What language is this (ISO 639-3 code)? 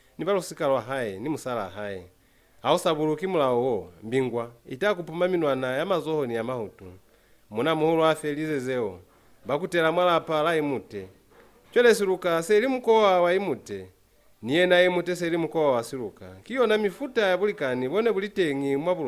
loz